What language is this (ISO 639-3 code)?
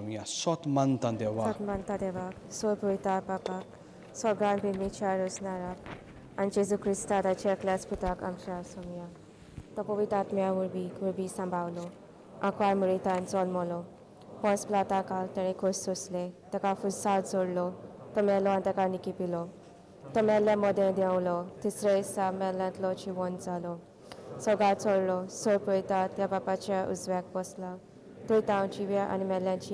kok